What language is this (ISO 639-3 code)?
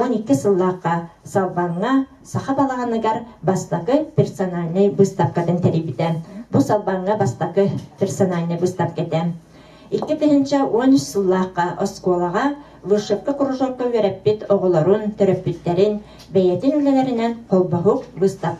sah